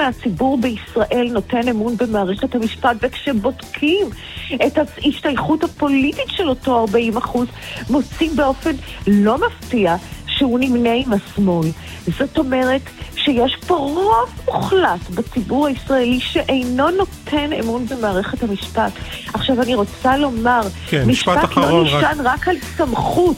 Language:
Hebrew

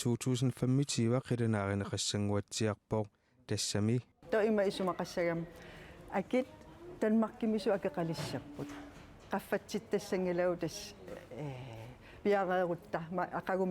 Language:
Kalaallisut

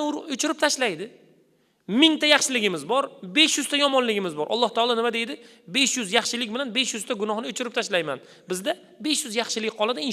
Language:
Uzbek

